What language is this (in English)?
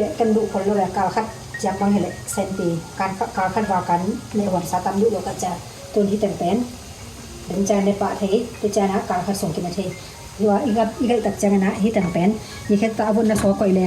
Tedim Chin